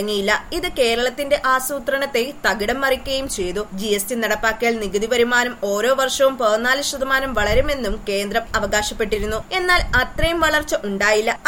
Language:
Malayalam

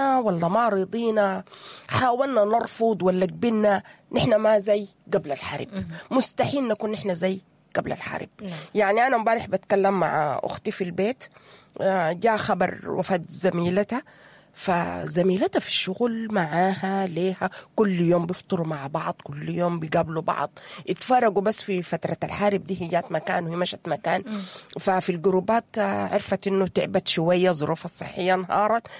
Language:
Sudanese Arabic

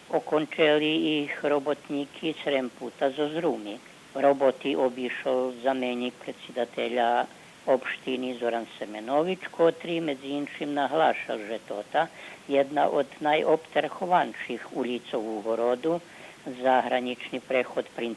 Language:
Rusyn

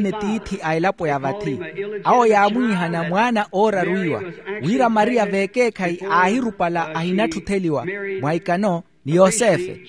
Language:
Makhuwa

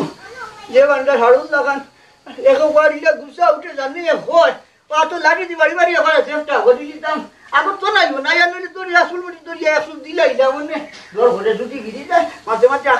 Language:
Sylheti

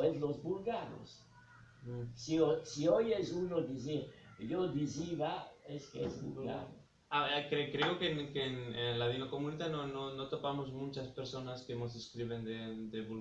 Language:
Ladino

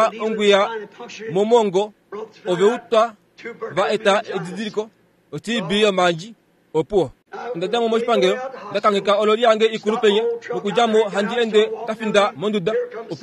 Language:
Kuanyama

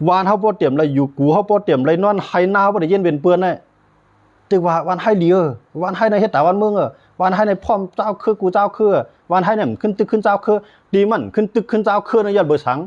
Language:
Shan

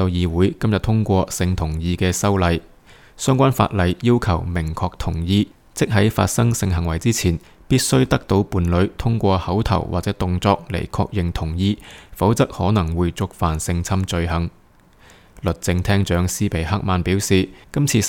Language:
Cantonese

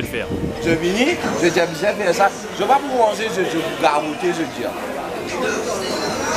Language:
Morisyen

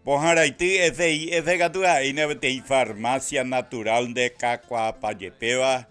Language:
Guarani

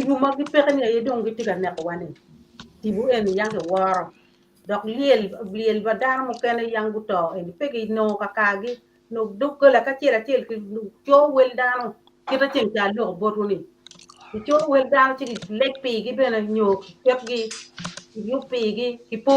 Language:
Acoli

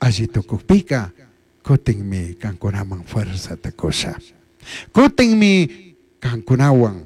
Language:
Chimborazo Highland Quichua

